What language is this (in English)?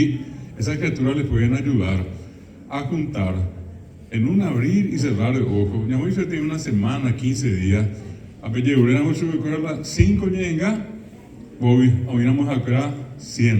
Guarani